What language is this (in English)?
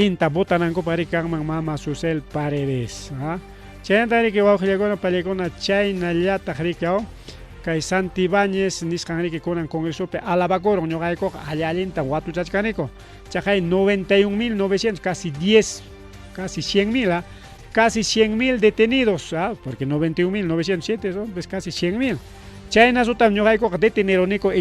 Ayacucho Quechua